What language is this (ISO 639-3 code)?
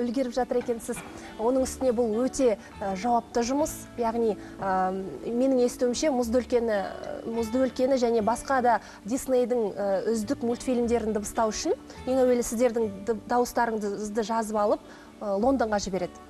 kaz